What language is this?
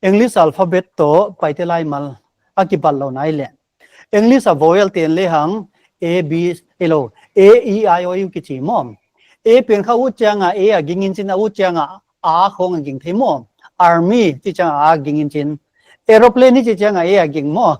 Paite Chin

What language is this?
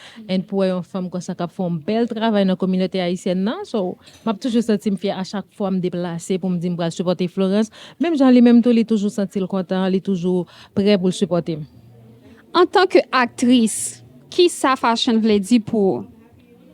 Haitian Creole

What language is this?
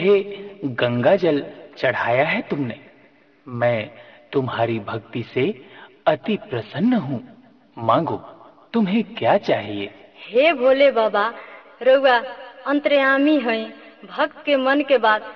Bhojpuri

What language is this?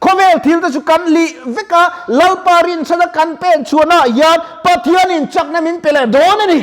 Mizo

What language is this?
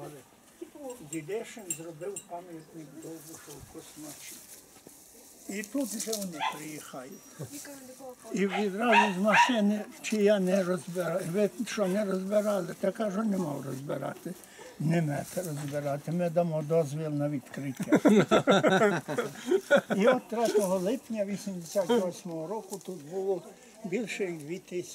Ukrainian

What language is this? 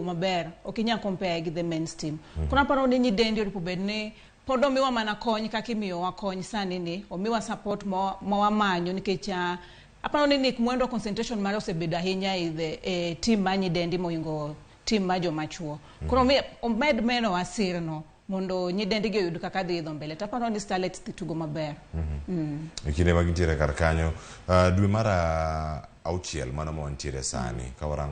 Luo (Kenya and Tanzania)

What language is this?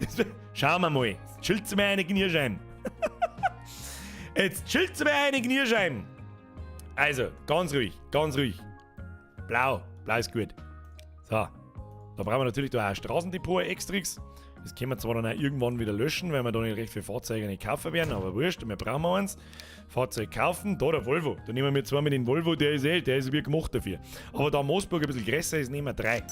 Bavarian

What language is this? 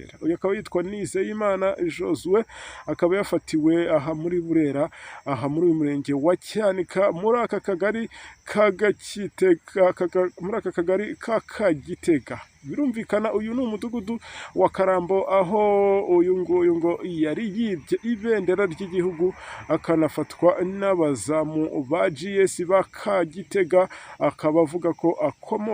Kinyarwanda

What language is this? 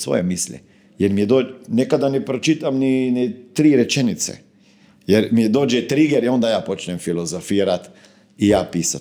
Croatian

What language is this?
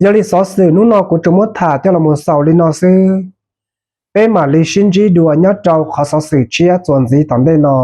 Hmong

